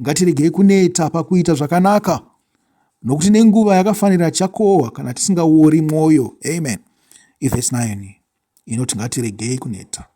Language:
Shona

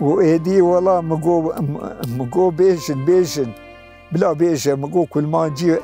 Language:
Kurdish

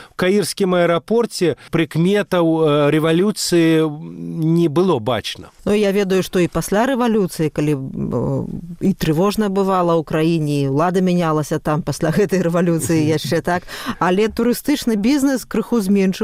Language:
Belarusian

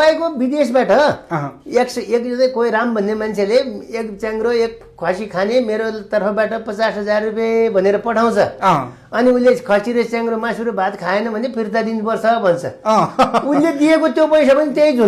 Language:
Nepali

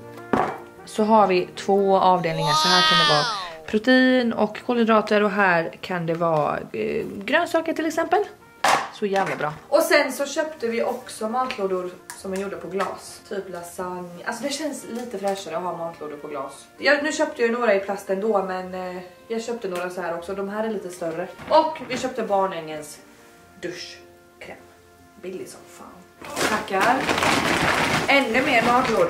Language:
Swedish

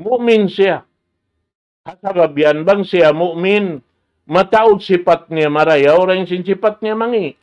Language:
Tausug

